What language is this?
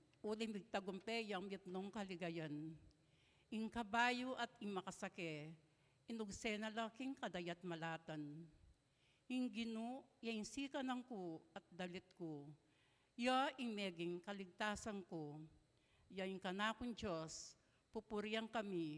Pampanga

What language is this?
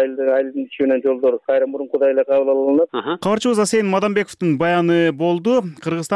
Kyrgyz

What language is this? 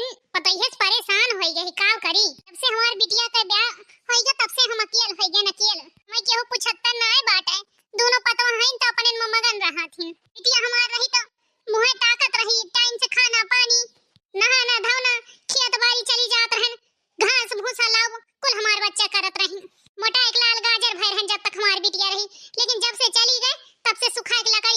Awadhi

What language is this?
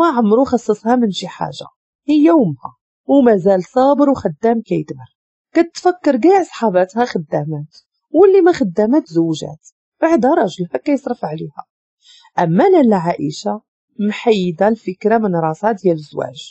Moroccan Arabic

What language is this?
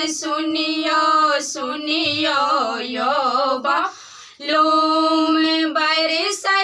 Maithili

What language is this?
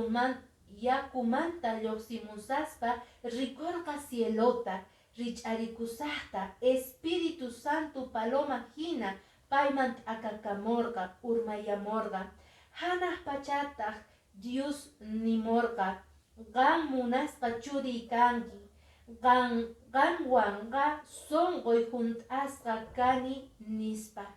Quechua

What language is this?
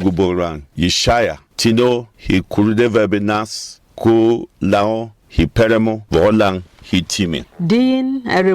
Berom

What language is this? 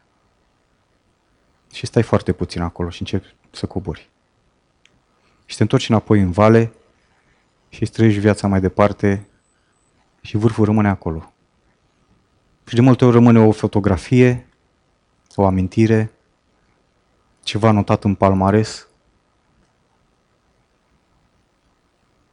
Romanian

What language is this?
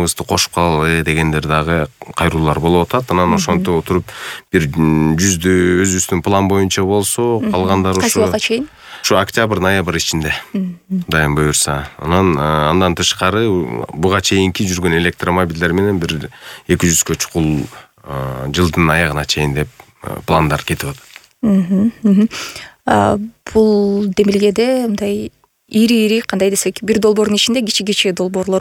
Kyrgyz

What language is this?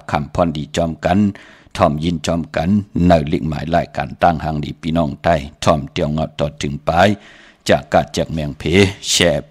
Shan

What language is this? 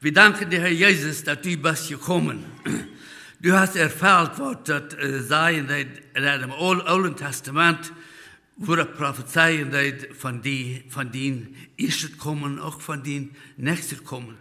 Plautdietsch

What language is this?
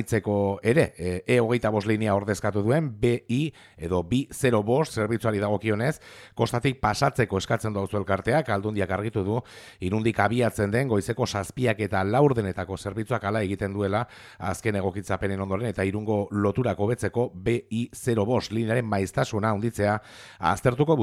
Basque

